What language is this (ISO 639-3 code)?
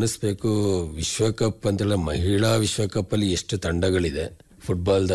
kan